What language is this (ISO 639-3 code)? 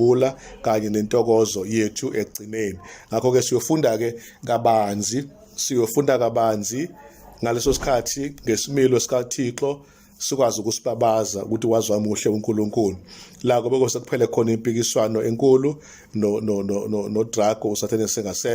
zul